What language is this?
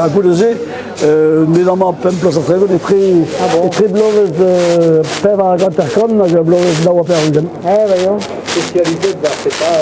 Breton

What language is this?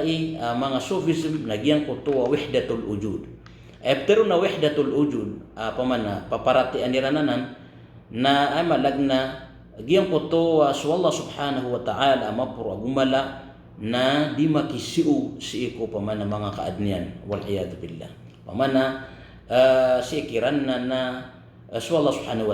Maranao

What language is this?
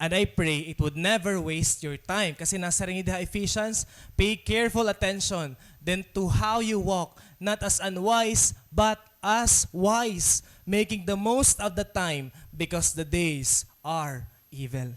Waray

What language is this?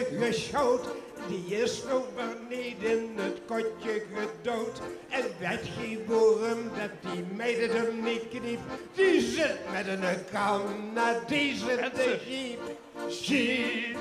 Limburgish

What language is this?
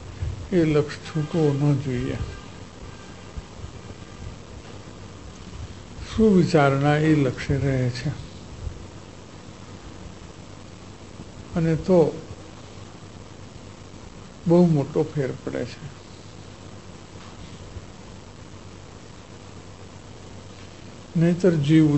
Gujarati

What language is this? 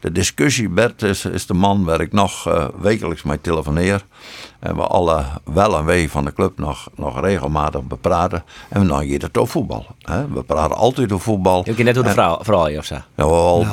Western Frisian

